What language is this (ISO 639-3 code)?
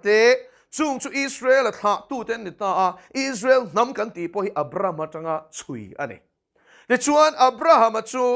lus